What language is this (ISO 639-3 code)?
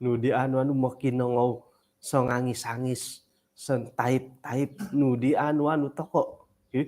dtp